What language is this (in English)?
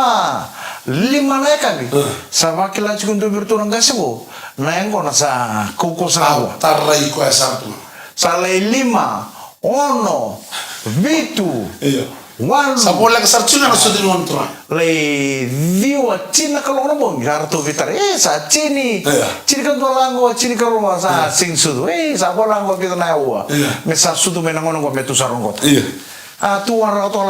Fijian